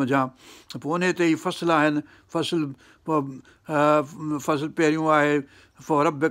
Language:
Sindhi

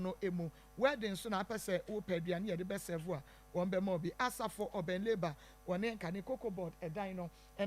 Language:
Akan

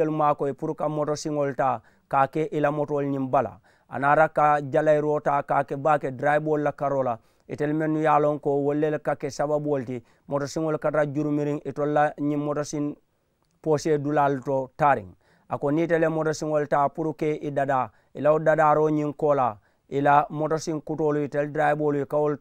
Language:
Mandingo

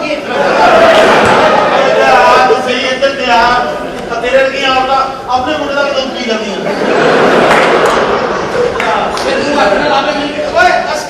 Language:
Punjabi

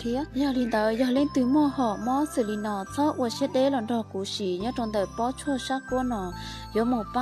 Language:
Hmong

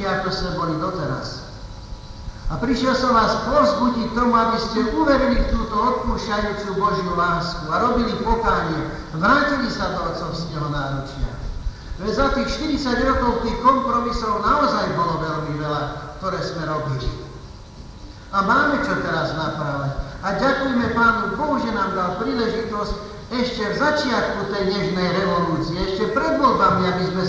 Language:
Slovak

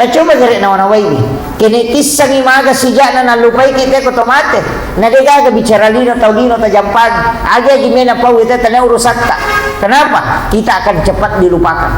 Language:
Buginese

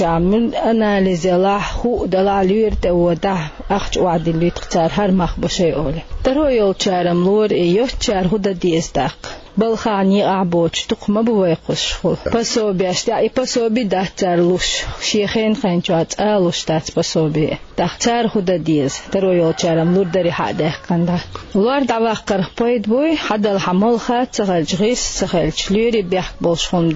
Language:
Chechen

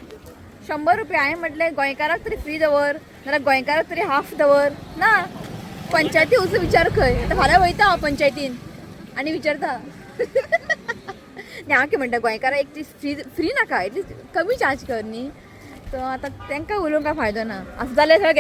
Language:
Konkani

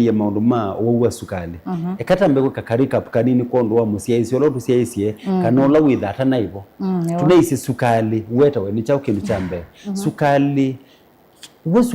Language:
Kamba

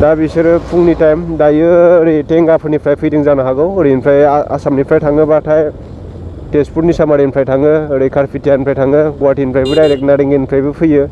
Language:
Bodo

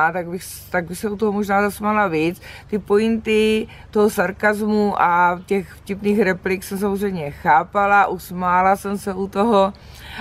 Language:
Czech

